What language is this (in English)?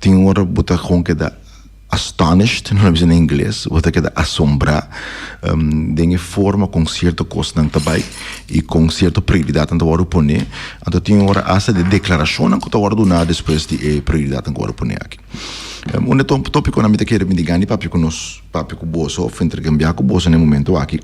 Papiamento